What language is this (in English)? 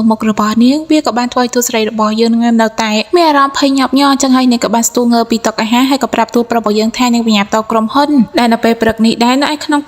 Khmer